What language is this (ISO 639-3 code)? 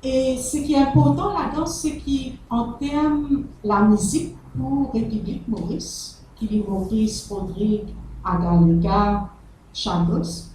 mfe